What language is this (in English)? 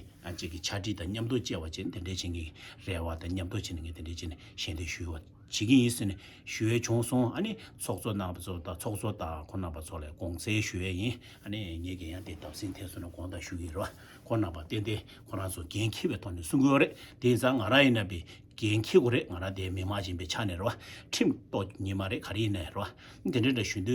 Tibetan